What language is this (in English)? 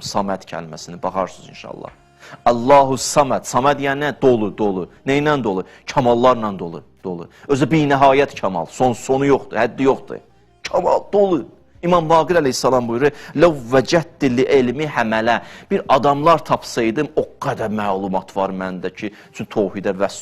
Azerbaijani